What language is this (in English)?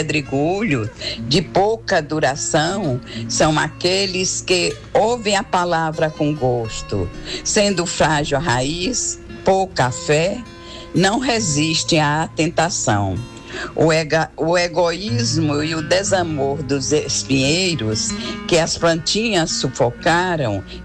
Portuguese